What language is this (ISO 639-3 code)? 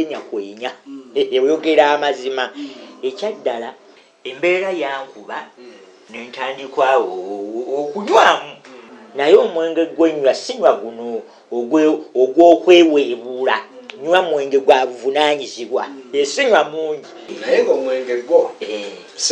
lug